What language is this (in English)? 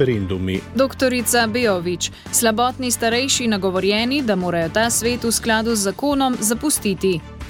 Slovenian